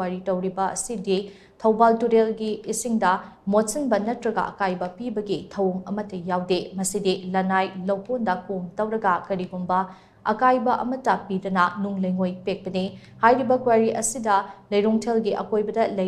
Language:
Manipuri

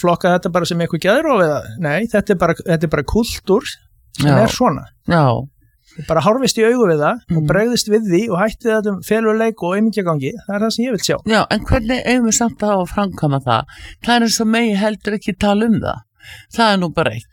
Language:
Icelandic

